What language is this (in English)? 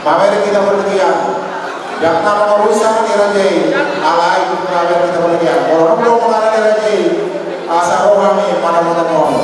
Batak Toba